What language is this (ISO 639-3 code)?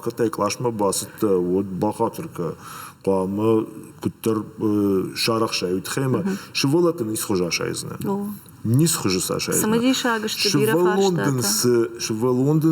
oss